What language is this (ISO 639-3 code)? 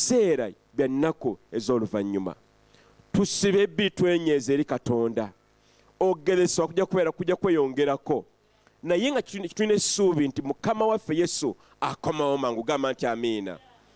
lug